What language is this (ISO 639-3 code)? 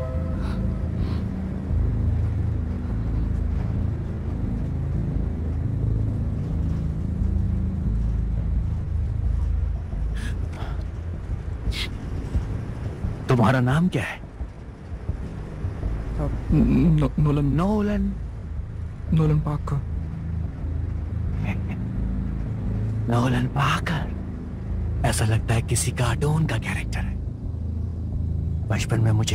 hin